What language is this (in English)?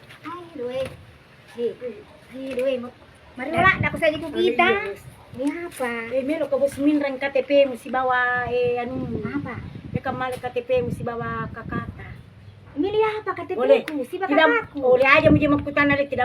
Buginese